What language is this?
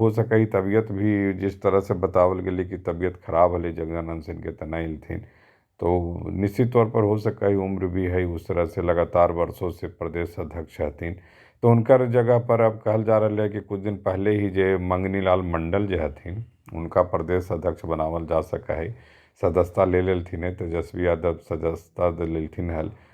Magahi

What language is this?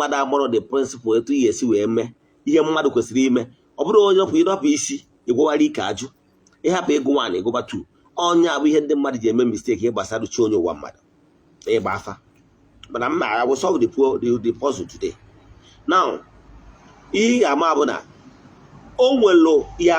Igbo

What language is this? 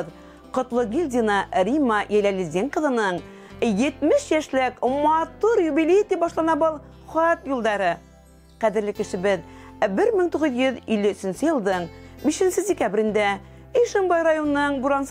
Bashkir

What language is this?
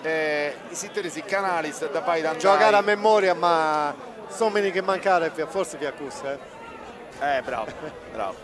Sardinian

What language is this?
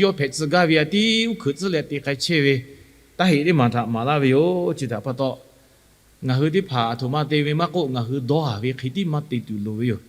Lahu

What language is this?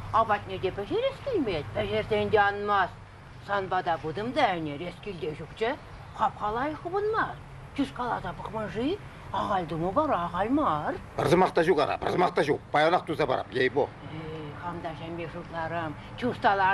Chuvash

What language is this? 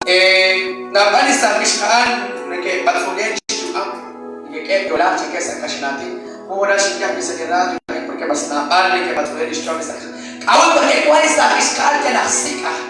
Kekchí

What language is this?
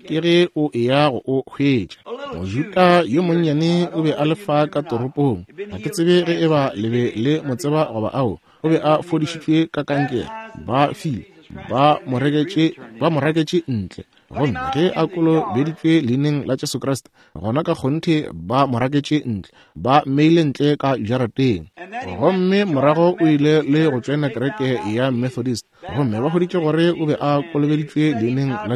Northern Sotho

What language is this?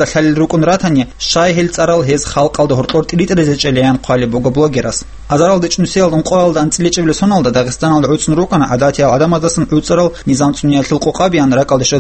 Avaric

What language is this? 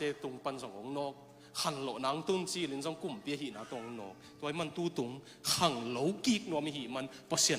Tedim Chin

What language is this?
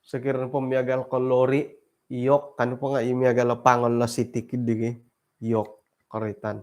Central Dusun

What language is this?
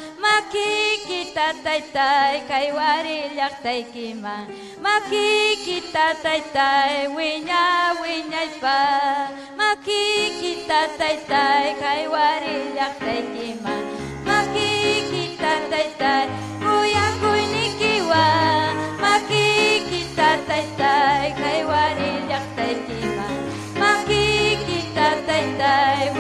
Ayacucho Quechua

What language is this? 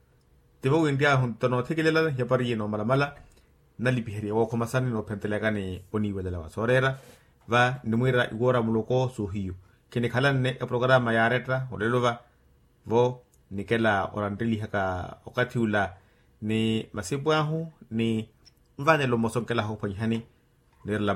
Makhuwa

